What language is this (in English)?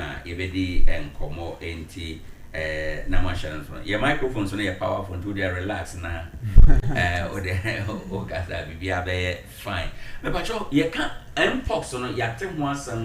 Akan